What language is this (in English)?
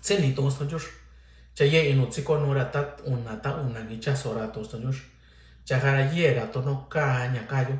Mixtepec Mixtec